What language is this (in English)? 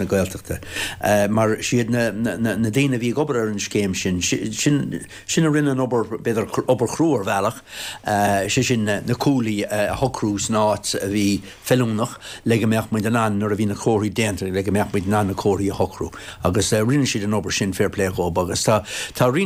Irish